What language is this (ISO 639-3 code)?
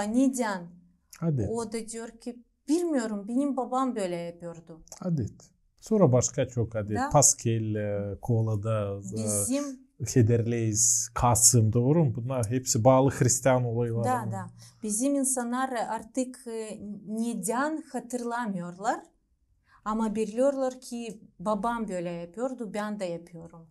gag